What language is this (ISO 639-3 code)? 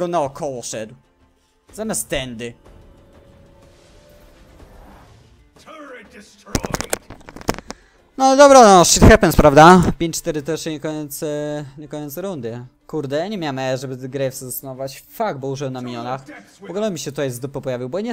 pol